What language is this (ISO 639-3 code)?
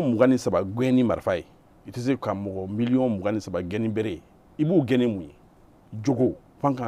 bam